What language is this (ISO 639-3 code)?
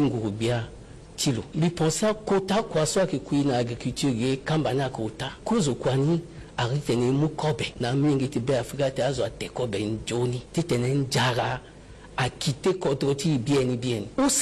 sag